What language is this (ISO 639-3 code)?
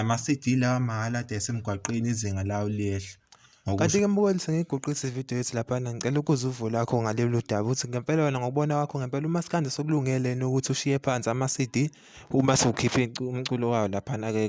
zul